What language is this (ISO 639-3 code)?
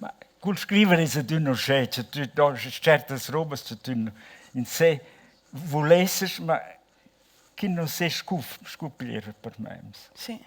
roh